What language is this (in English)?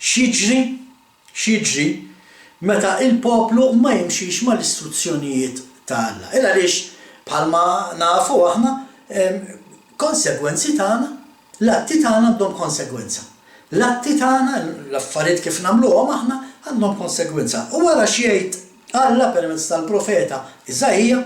Maltese